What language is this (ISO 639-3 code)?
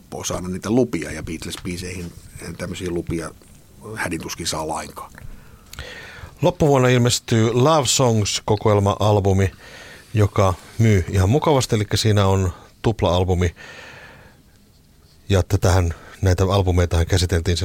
fin